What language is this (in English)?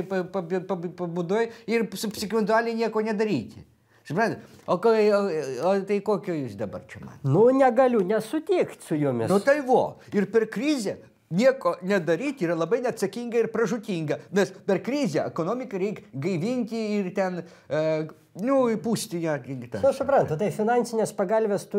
Lithuanian